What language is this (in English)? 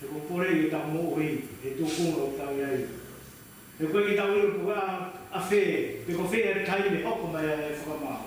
Tongan